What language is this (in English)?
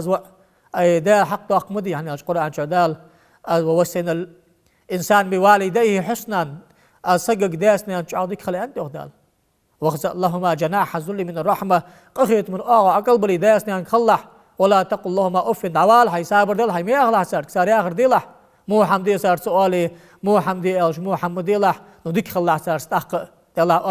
Ingush